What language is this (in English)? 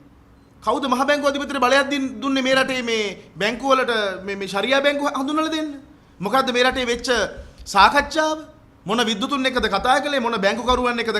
Sinhala